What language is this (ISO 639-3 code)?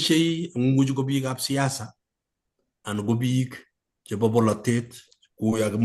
kln